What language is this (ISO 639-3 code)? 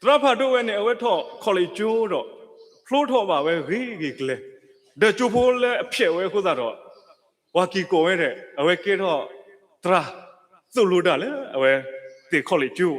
ksw